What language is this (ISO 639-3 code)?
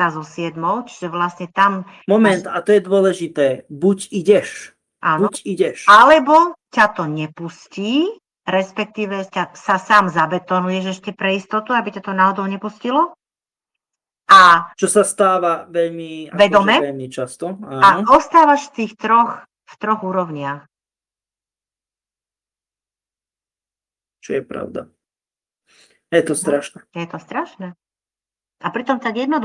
slk